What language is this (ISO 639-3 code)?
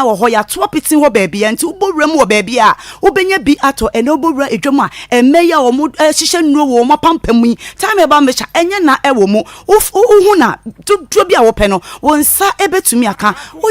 aka